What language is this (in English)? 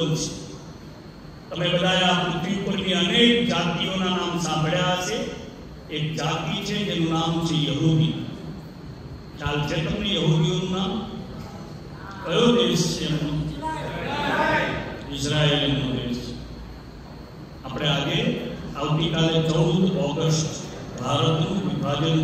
Gujarati